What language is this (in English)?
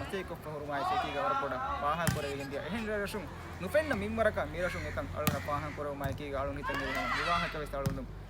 Divehi